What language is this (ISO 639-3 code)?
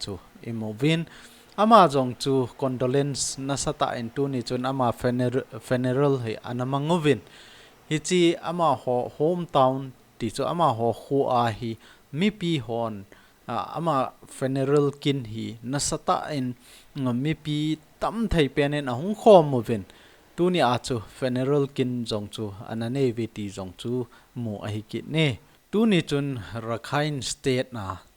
tcz